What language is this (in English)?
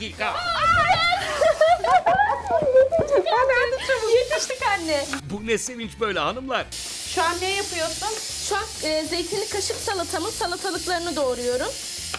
Turkish